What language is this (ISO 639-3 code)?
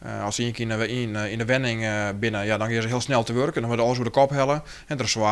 fry